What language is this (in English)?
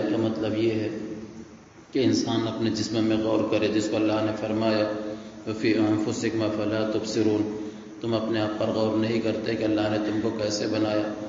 Urdu